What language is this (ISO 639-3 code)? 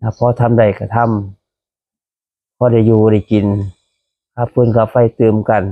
tts